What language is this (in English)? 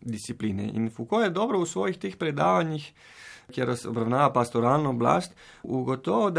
Slovenian